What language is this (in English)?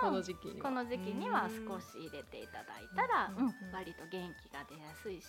Japanese